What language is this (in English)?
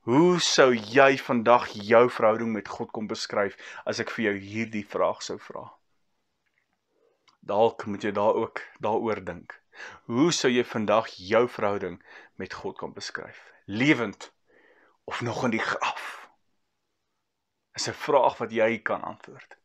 Afrikaans